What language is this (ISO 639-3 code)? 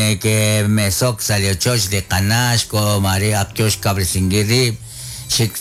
kek